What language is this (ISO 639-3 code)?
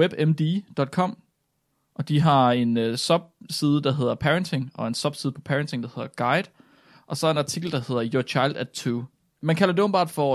dan